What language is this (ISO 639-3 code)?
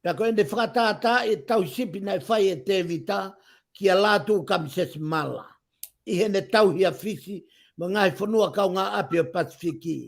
ton